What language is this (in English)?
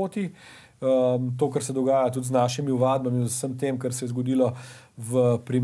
Slovenian